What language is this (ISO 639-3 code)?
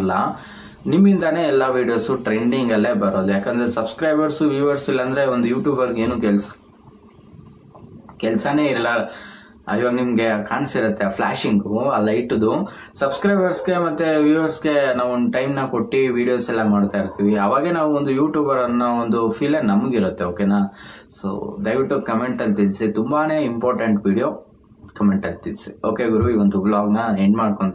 kan